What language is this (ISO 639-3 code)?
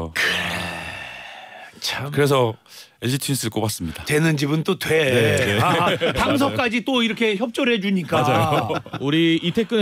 kor